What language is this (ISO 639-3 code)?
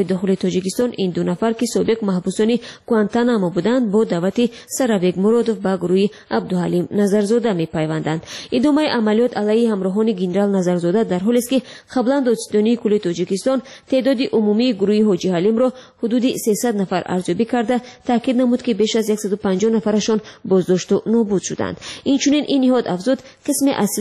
fas